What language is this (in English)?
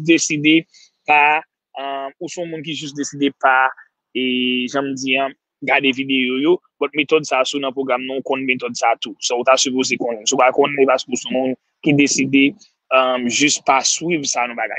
Haitian Creole